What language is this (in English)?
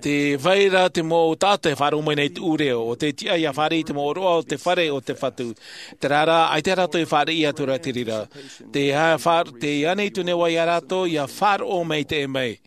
Tahitian